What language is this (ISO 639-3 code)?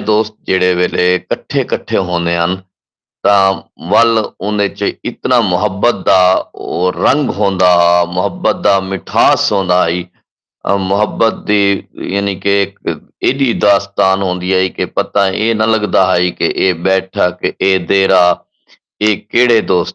skr